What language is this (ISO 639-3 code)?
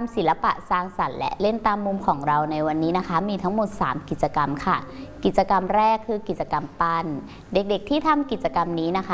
tha